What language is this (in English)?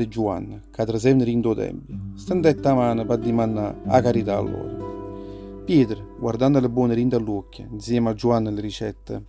Neapolitan